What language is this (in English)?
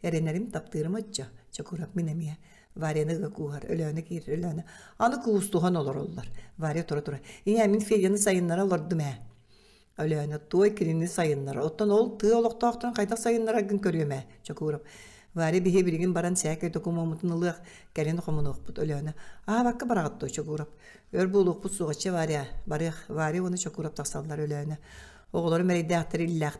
Yakut